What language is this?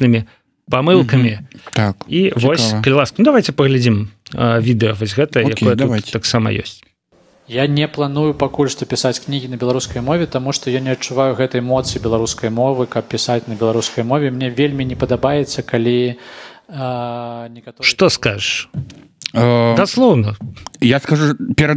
Belarusian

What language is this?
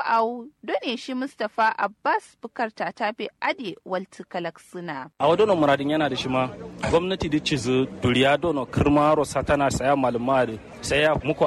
Kanuri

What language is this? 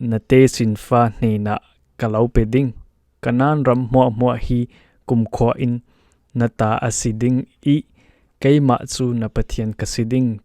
Falam Chin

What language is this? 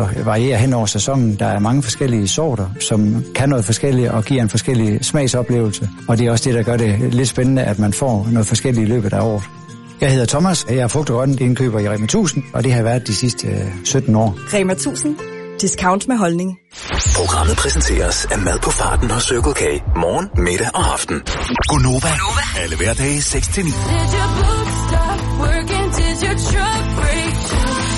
Danish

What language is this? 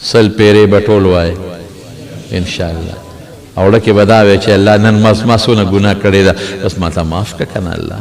Pashto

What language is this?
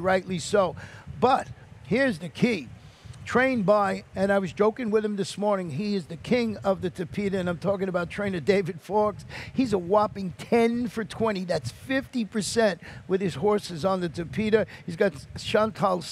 English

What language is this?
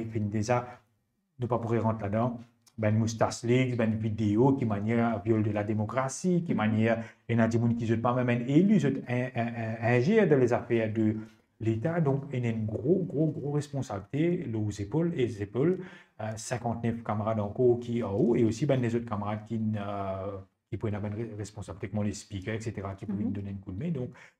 Morisyen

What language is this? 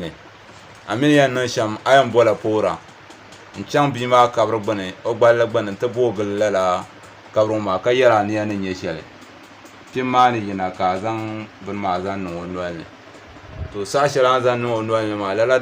Dagbani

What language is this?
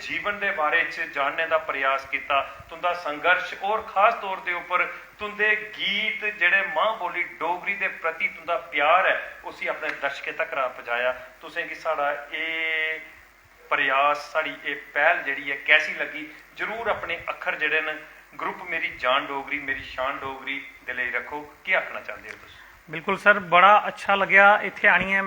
Dogri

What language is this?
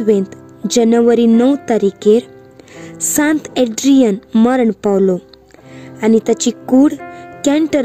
Konkani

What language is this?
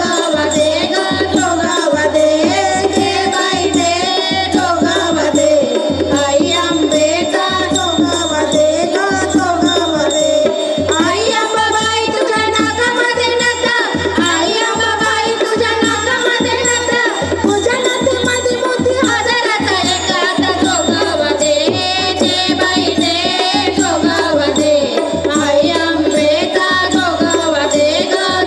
Marathi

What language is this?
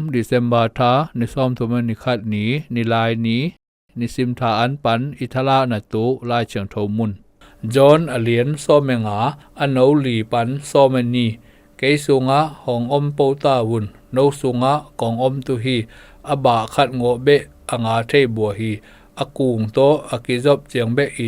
Zou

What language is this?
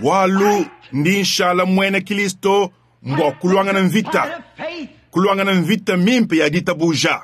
Luba-Lulua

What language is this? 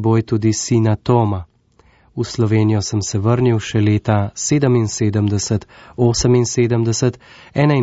Slovenian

